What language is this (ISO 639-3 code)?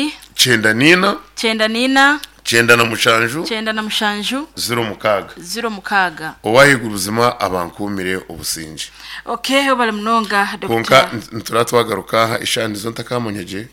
nyn